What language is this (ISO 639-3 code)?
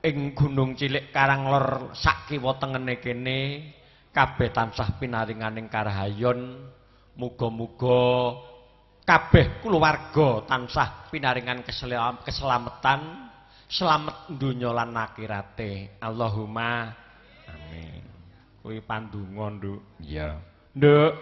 jav